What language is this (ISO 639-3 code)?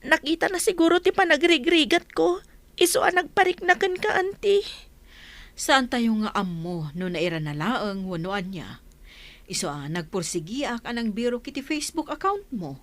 ilo